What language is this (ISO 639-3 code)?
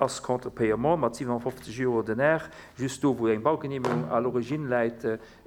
ltz